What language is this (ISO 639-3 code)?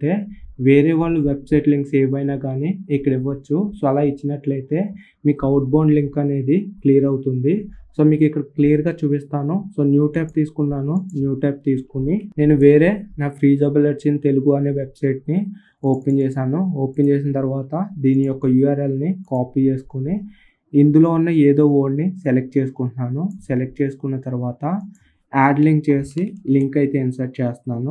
tel